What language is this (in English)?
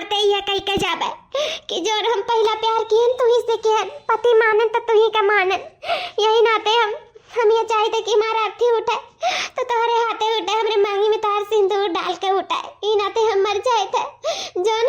Awadhi